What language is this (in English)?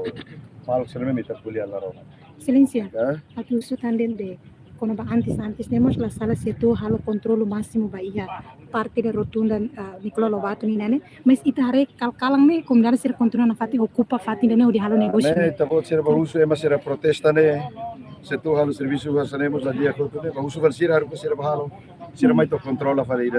Tetum